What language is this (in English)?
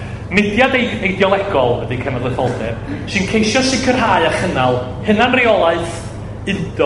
Welsh